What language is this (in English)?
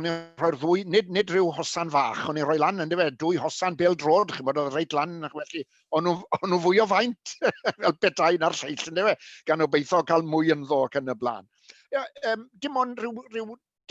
Welsh